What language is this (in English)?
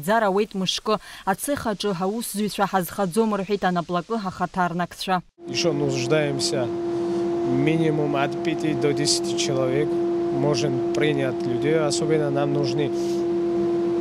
Abkhazian